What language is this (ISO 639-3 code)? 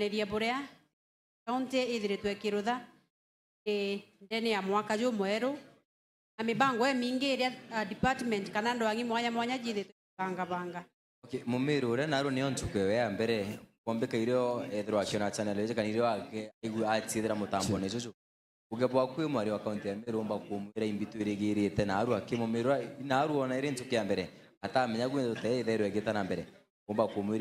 mer